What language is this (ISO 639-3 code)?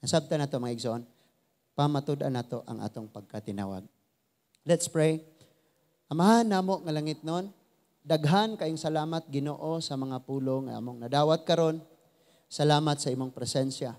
ceb